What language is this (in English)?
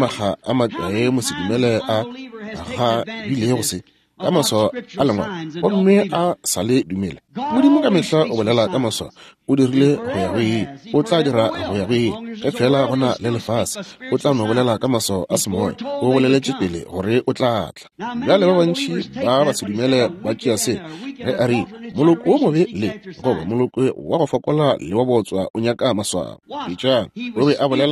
Northern Sotho